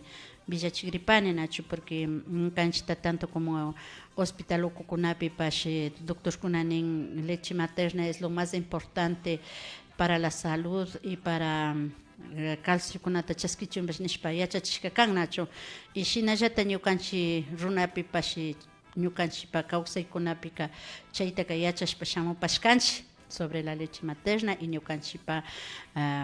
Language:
Imbabura Highland Quichua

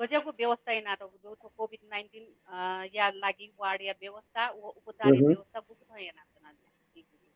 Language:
Newari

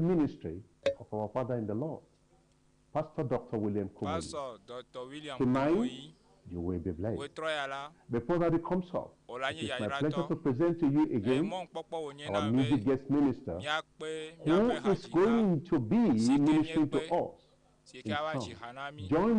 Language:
Ewe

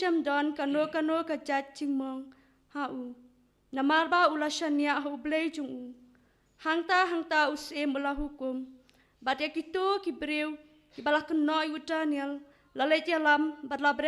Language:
Khasi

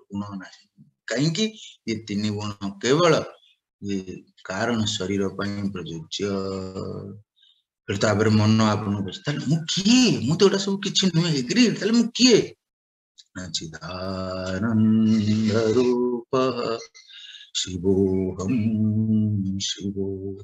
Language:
Odia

